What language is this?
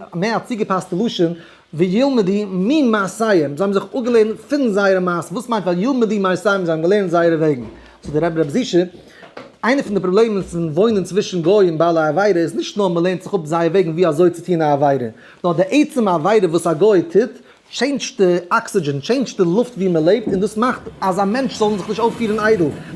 Yiddish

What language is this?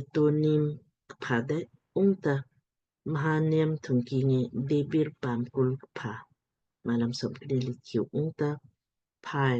Lamkang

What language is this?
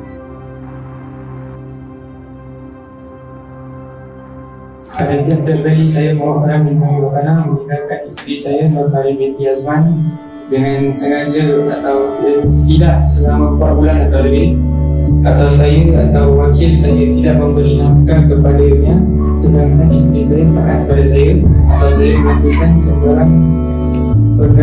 Malay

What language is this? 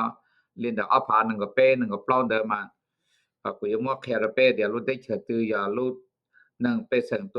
Hmong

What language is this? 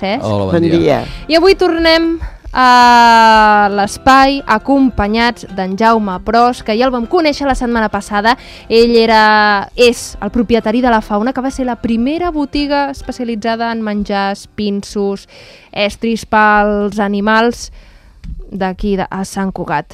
Catalan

